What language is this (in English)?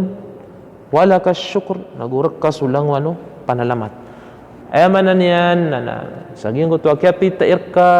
Maranao